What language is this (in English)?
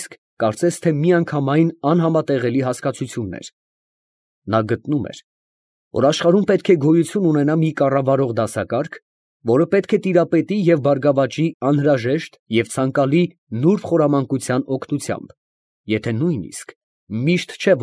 Armenian